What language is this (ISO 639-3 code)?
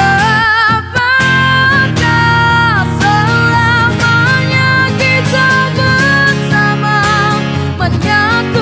ind